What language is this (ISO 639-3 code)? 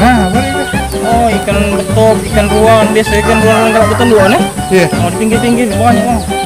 mui